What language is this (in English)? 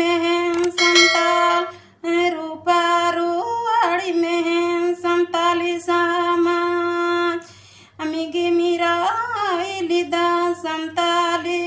Santali